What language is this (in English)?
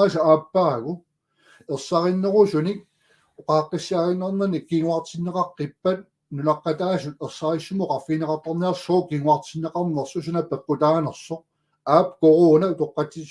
Kalaallisut